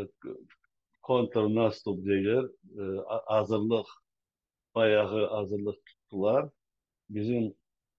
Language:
Crimean Tatar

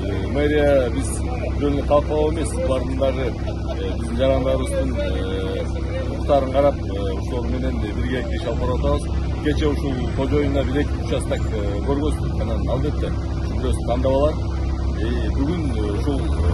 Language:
Kyrgyz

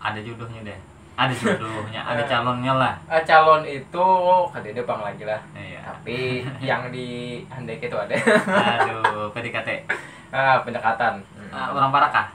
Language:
Banjar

